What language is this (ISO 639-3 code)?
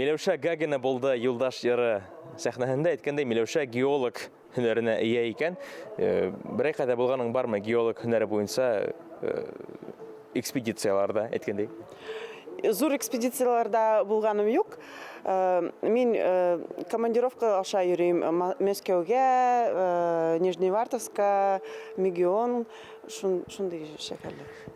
bak